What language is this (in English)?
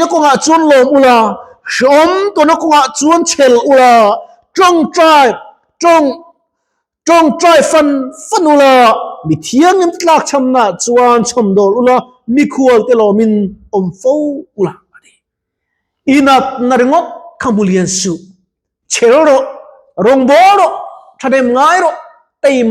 Mizo